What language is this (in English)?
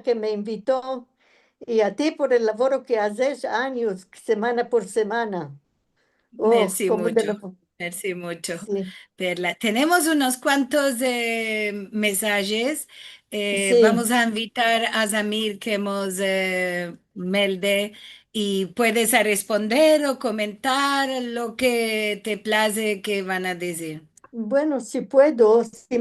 Ladino